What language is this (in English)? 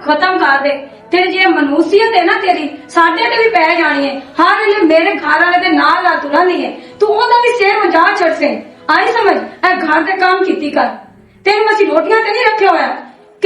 Western Panjabi